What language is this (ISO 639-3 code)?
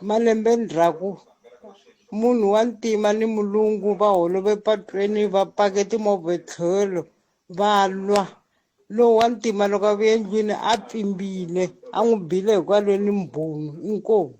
tso